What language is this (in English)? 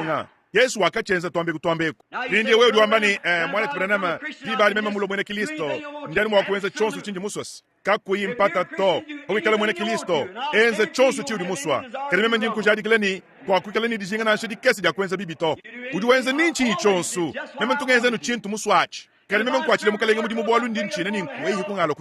Luba-Lulua